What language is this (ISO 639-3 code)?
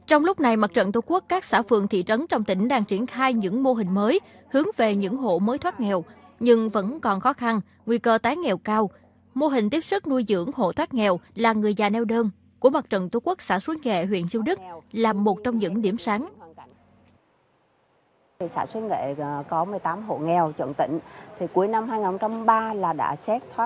vie